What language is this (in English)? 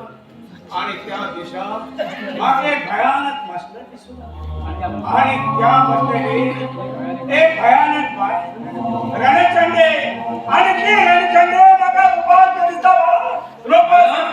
Konkani